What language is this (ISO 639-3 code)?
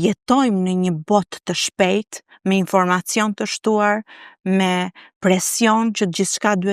sqi